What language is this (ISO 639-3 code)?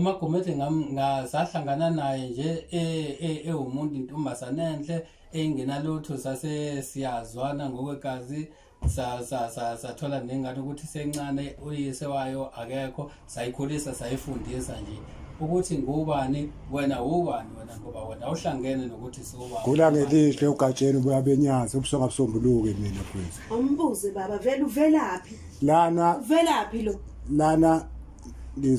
zul